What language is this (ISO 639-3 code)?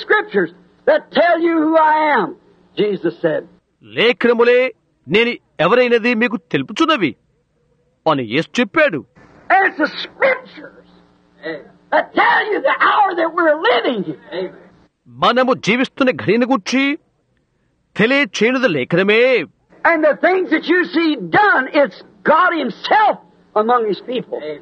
tel